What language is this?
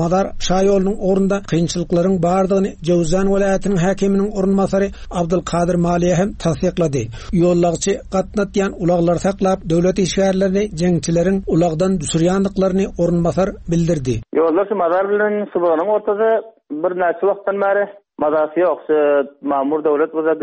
Turkmen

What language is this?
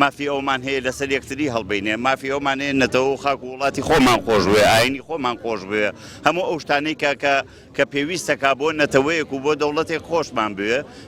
Central Kurdish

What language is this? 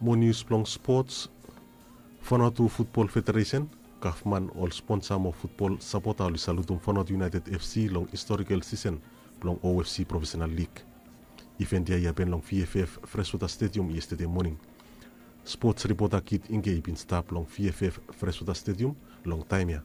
Bislama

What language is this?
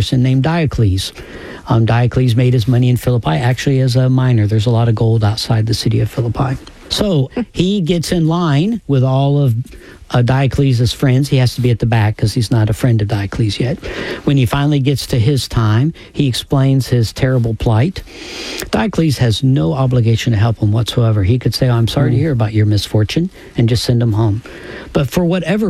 English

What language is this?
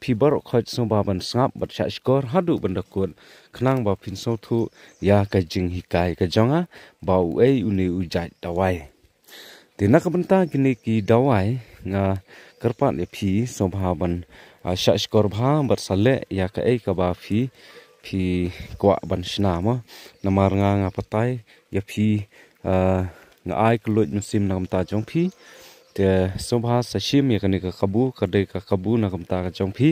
Khasi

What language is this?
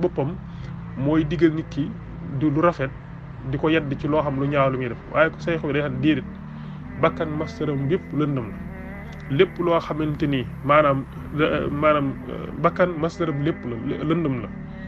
Wolof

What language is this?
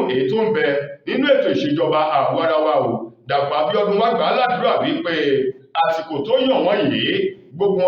Yoruba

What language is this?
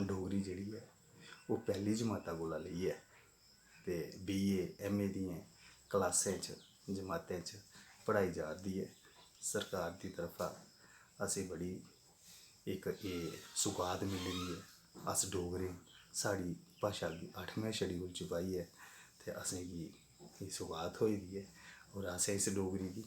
Dogri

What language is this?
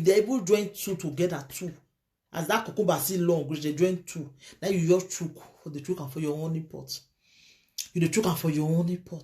Nigerian Pidgin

